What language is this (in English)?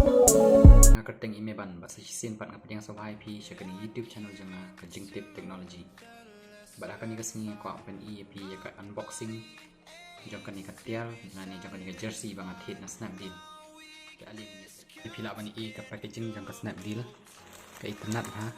Khasi